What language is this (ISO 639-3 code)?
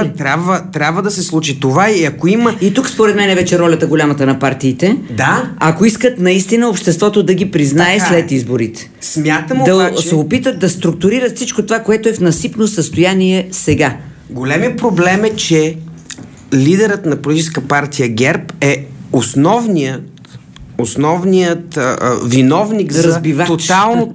bul